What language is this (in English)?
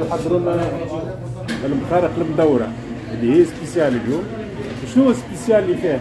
Tunisian Arabic